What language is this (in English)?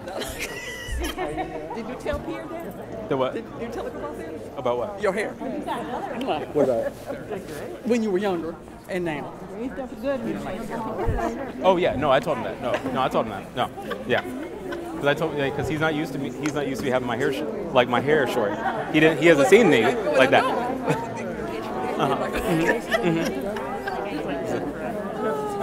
English